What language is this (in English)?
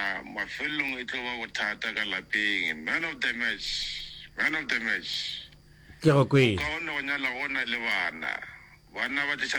Northern Sotho